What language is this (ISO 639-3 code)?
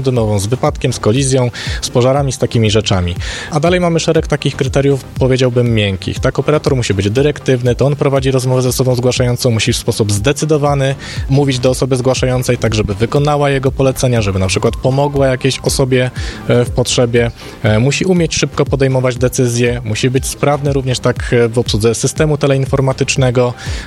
pol